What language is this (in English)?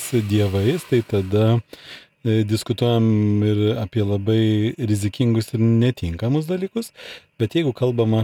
Lithuanian